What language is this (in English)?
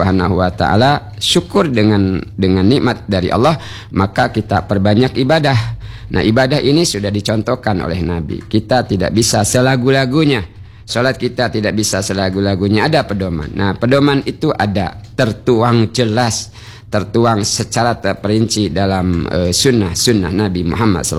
Indonesian